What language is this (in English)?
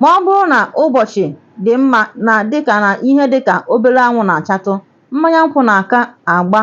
Igbo